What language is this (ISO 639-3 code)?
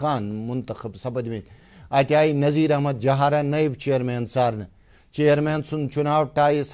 kas